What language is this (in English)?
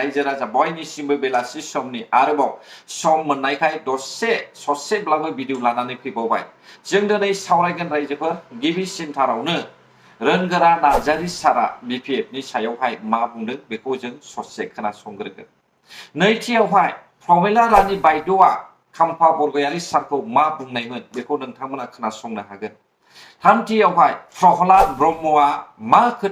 Bodo